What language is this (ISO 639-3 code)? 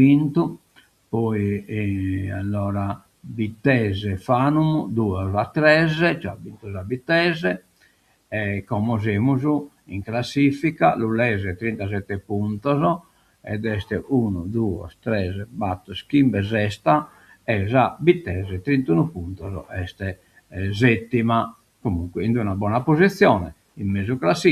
srd